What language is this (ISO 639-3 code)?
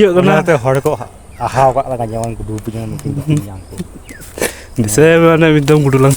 sat